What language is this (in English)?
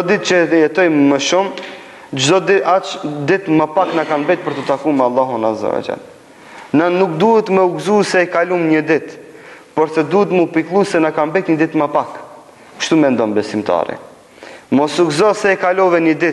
Albanian